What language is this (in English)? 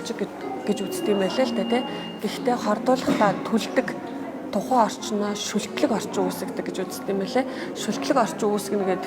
Mongolian